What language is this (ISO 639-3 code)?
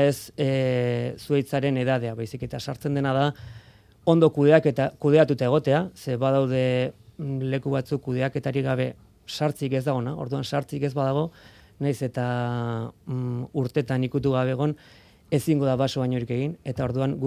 eus